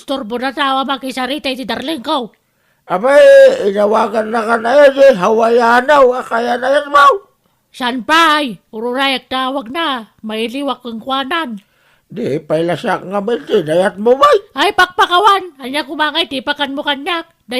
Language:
Iloko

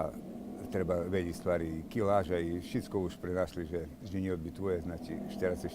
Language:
Rusyn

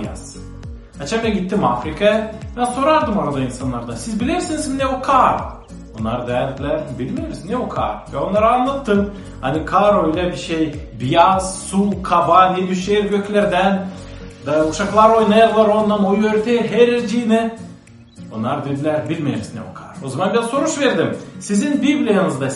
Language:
Gagauz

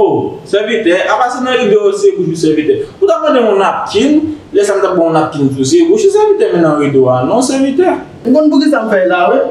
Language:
Haitian Creole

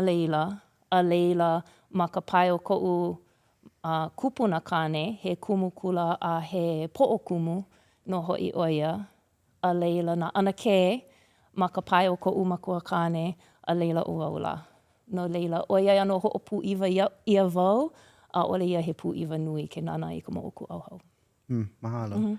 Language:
Hawaiian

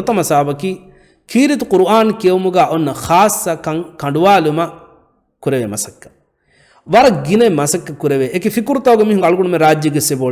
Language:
Divehi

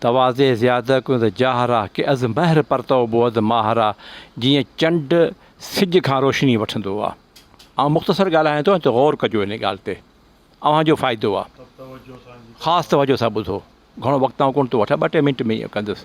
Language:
Sindhi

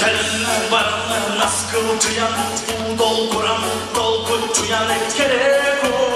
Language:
Yakut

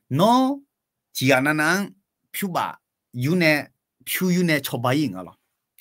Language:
Akha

